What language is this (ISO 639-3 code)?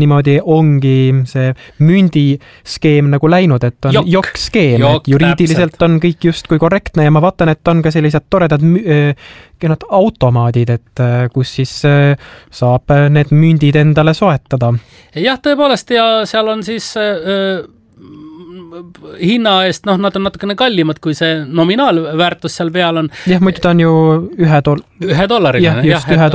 est